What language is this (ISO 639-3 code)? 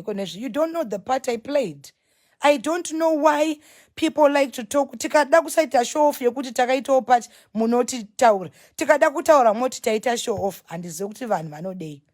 sna